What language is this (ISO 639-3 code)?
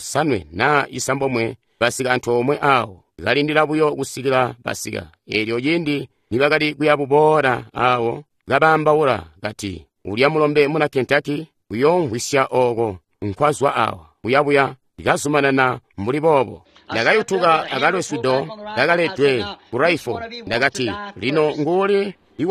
toi